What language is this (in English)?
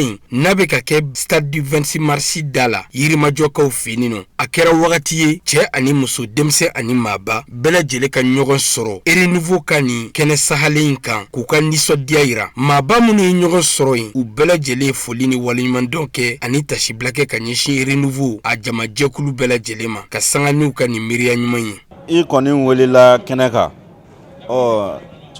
Bambara